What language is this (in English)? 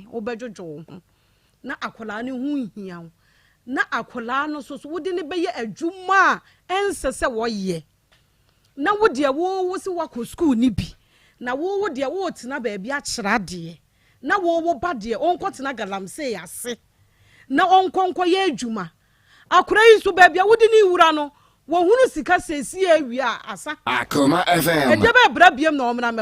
Akan